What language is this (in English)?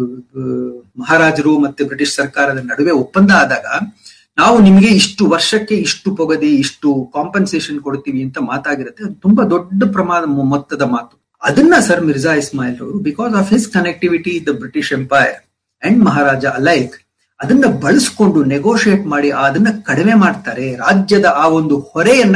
Kannada